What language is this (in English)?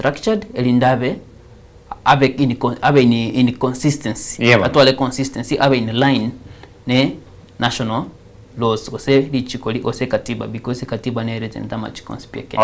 Gusii